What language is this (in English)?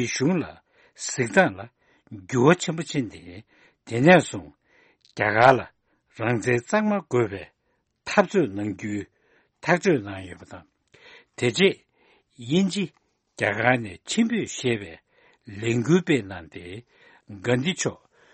Tibetan